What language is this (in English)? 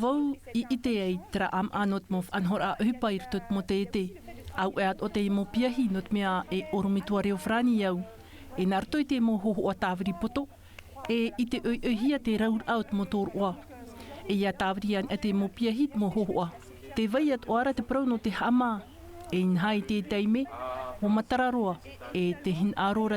Tahitian